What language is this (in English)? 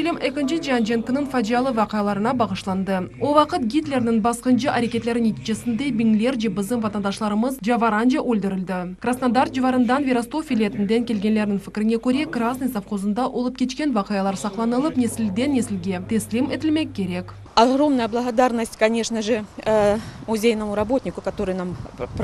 Crimean Tatar